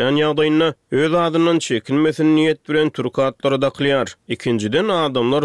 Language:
Turkmen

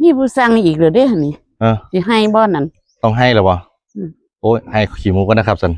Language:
Northeastern Thai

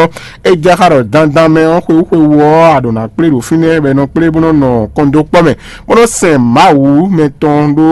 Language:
Fon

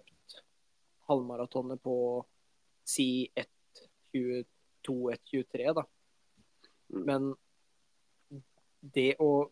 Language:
Norwegian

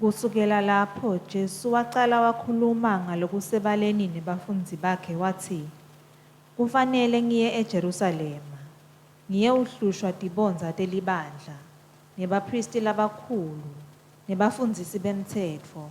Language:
Swati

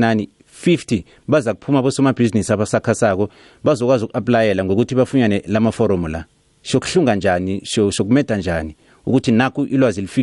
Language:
South Ndebele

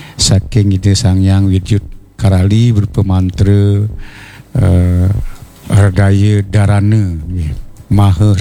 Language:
Balinese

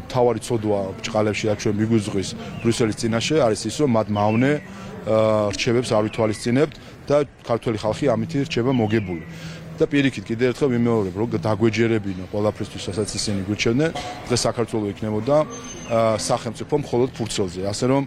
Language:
Georgian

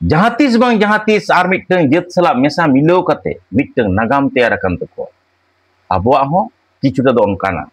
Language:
Santali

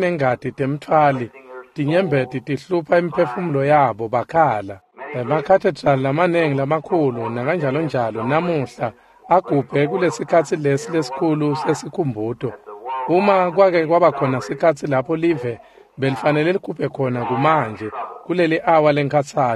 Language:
Swati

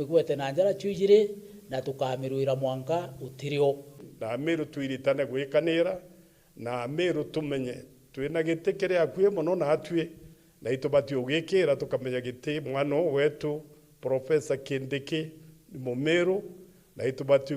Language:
Meru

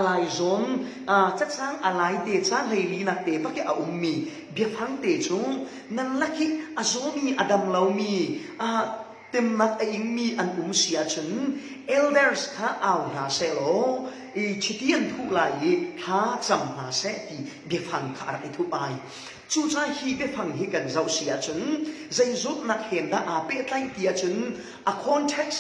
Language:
Falam Chin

